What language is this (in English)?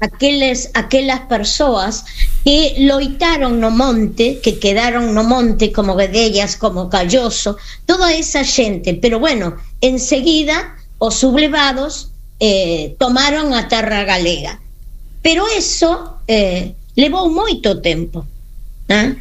Galician